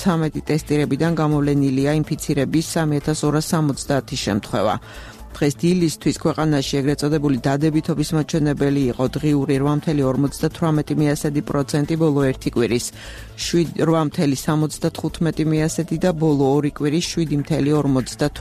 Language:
Georgian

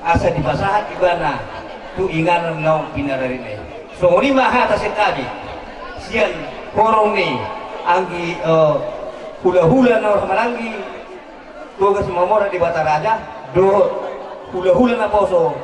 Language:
Batak Toba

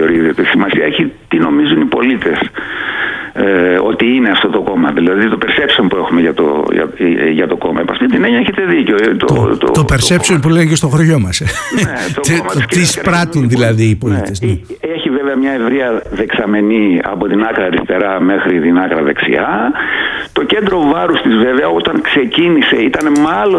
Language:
Greek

